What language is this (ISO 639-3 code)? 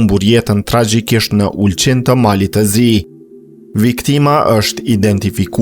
sqi